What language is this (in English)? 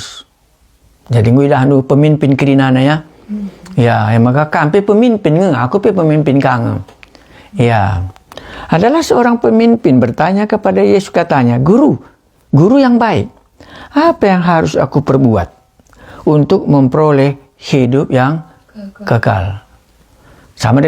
Batak Karo